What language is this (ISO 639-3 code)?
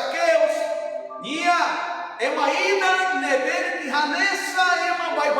tet